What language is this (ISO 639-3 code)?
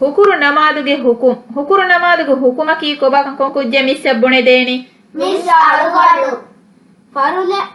div